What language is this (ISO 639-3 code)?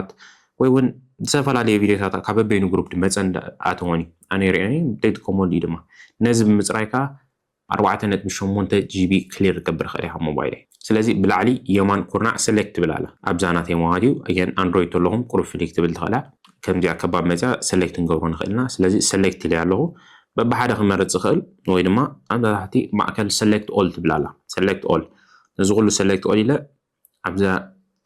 tir